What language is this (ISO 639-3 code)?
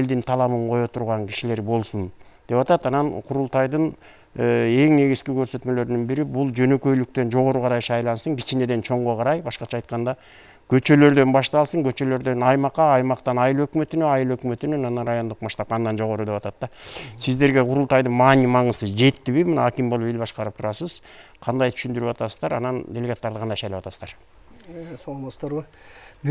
kir